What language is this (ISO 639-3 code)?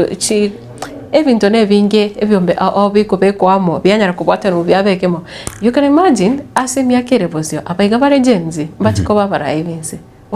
guz